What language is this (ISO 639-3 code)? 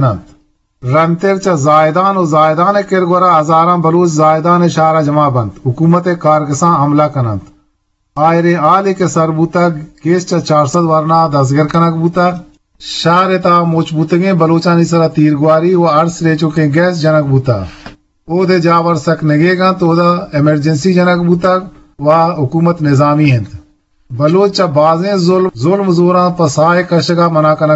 bgp